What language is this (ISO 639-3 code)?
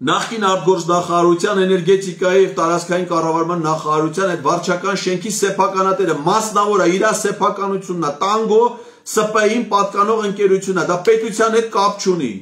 hye